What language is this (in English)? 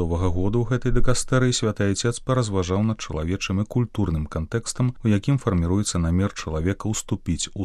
Belarusian